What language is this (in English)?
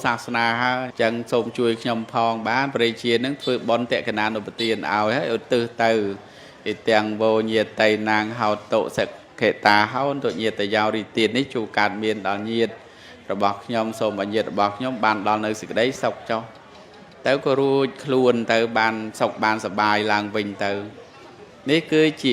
Khmer